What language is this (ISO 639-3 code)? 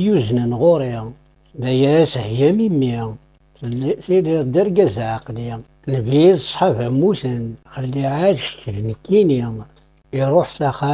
kab